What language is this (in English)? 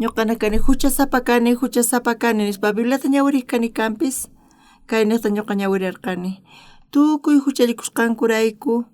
South Bolivian Quechua